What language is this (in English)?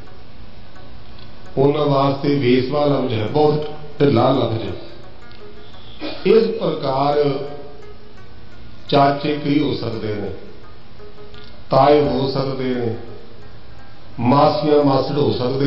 Punjabi